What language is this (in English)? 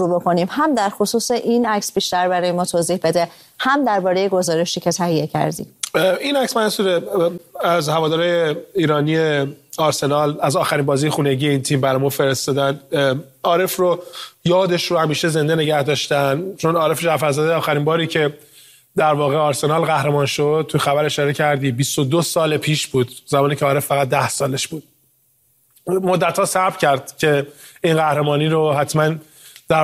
Persian